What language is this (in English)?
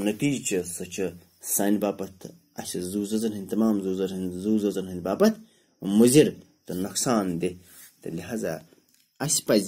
Kashmiri